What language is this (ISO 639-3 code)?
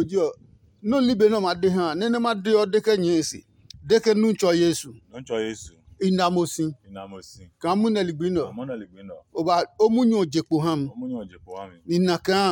ada